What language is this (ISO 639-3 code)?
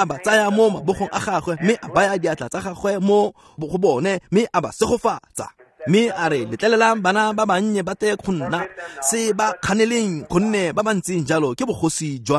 tsn